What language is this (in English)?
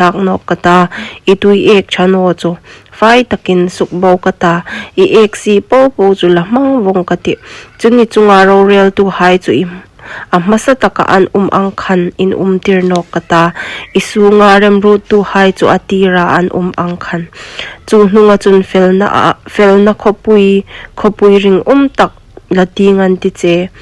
Hmar